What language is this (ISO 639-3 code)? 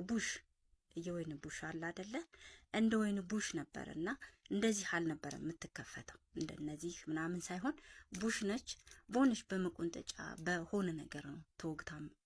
amh